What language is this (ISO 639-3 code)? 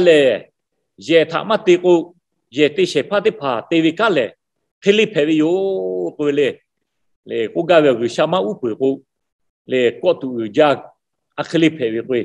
lhu